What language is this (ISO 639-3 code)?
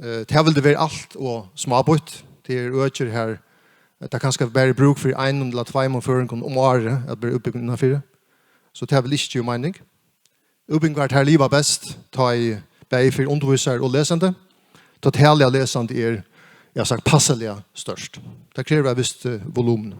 fao